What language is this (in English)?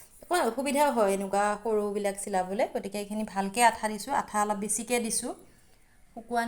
Assamese